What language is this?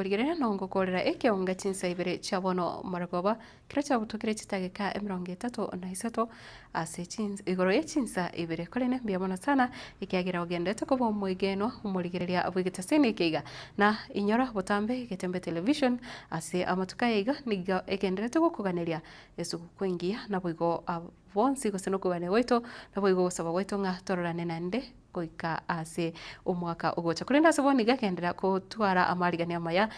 Gusii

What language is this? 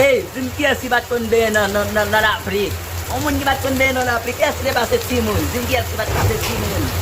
Haitian Creole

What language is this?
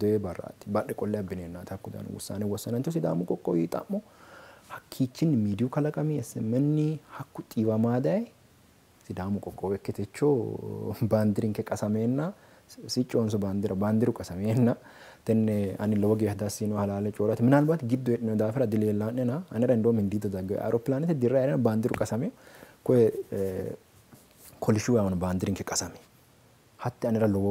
Sidamo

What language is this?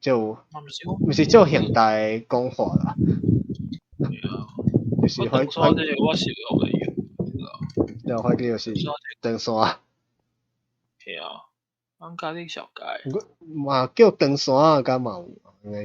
Min Nan Chinese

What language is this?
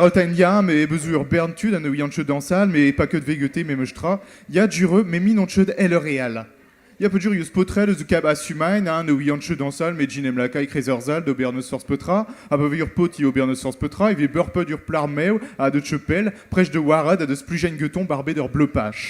Breton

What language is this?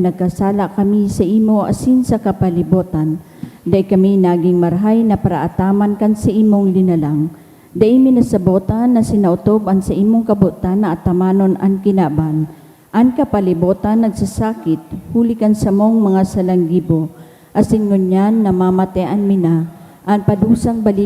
Bikol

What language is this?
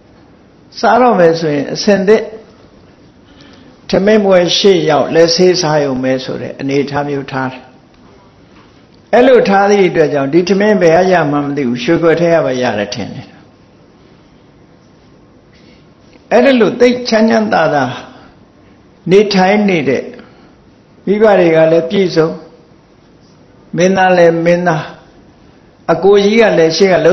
Burmese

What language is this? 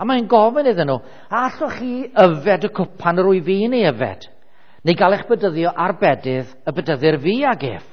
Welsh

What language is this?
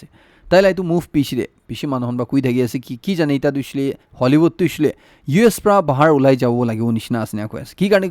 Naga Pidgin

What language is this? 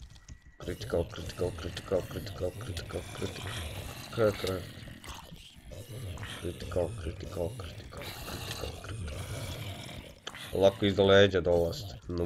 Croatian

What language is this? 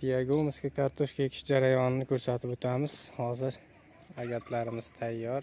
Uzbek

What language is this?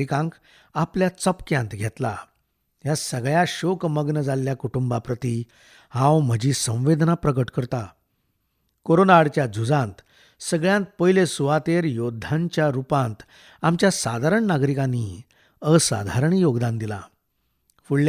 Konkani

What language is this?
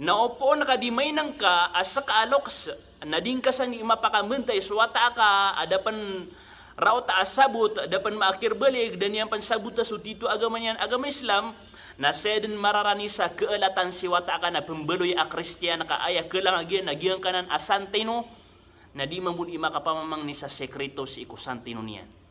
Maranao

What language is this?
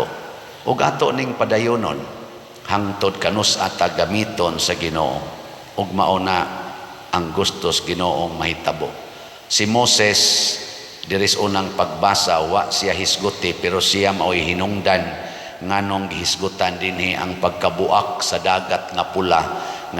Cebuano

